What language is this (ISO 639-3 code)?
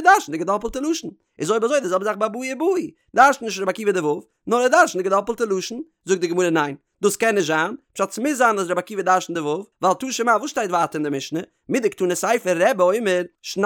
yid